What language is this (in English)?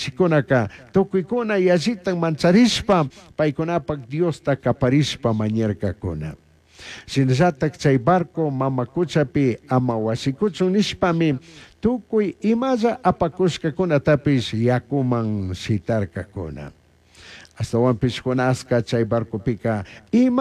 Chimborazo Highland Quichua